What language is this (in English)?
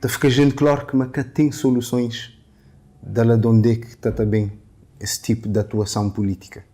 Kabuverdianu